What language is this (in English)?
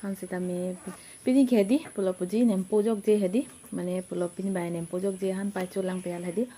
Karbi